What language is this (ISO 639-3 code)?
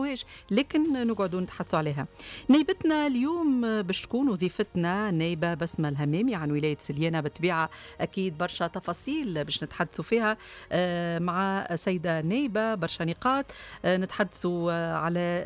aeb